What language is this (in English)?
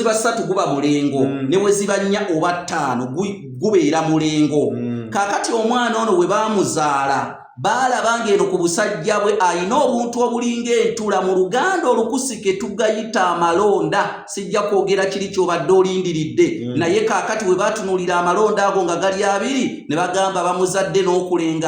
Ganda